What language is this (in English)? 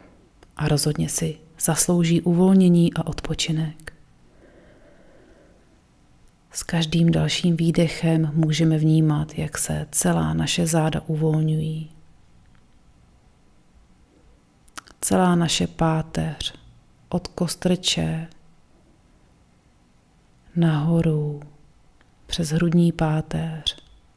Czech